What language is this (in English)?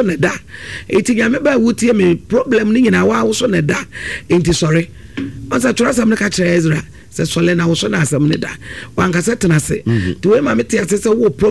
Akan